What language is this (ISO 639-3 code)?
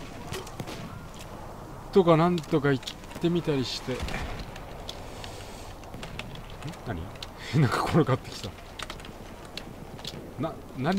jpn